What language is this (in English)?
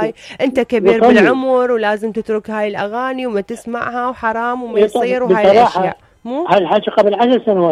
Mesopotamian Arabic